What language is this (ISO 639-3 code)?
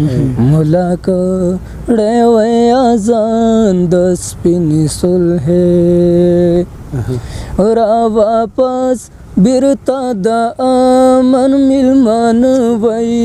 pus